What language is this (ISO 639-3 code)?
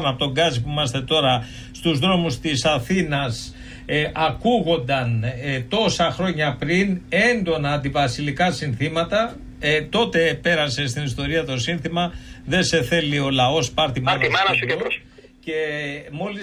ell